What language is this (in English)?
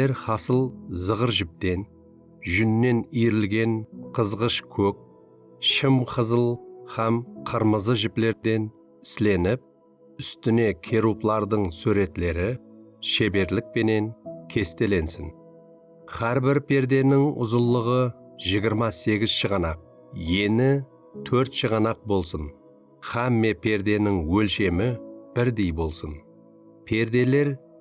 Kara-Kalpak